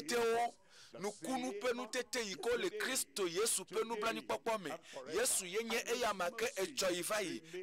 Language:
Ewe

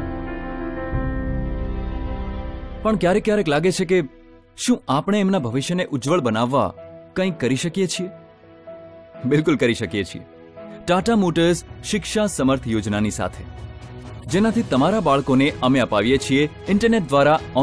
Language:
Gujarati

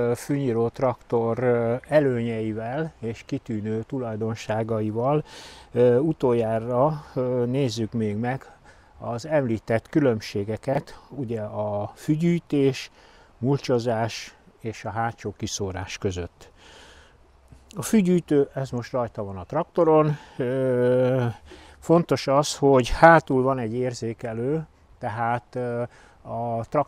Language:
Hungarian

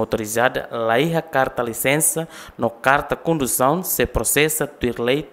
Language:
Tetum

